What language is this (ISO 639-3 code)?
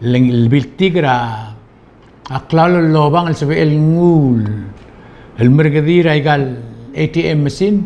pau